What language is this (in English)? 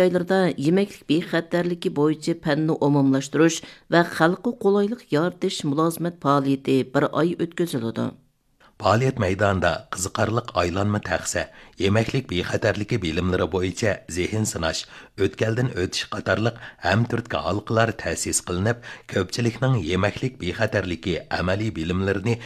Uyghur